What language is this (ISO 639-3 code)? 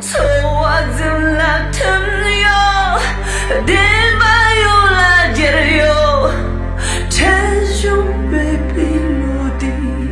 bod